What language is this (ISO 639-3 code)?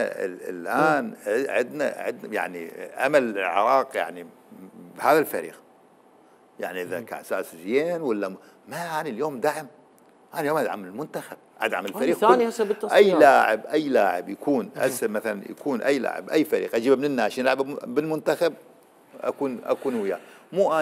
acm